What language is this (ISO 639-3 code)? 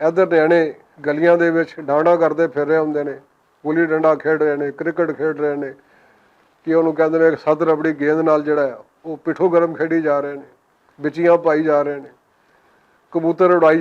lah